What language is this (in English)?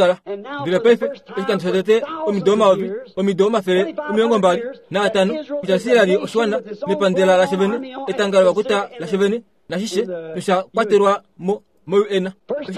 Kuanyama